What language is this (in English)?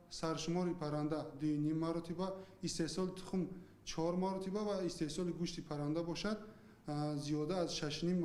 Tajik